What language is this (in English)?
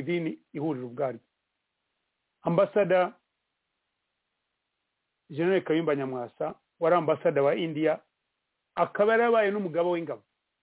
Kinyarwanda